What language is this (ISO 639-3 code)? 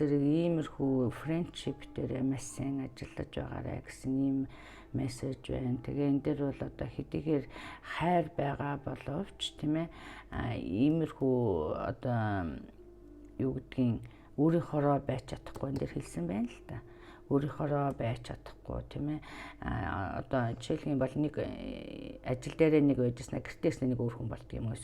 mon